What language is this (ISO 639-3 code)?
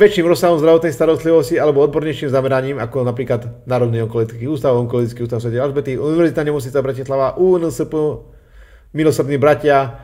slk